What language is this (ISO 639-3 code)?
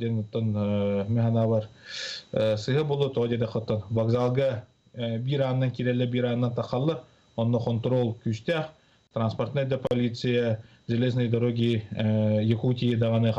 sah